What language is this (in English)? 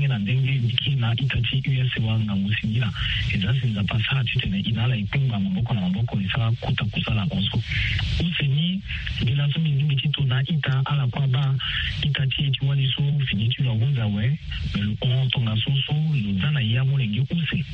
Sango